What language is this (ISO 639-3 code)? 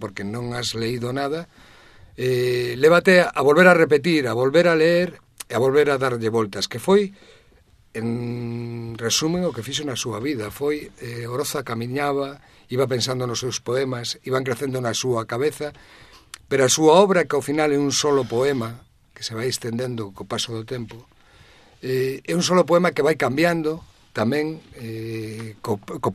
glg